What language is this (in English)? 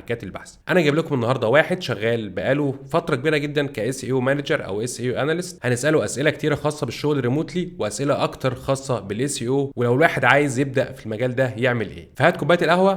Egyptian Arabic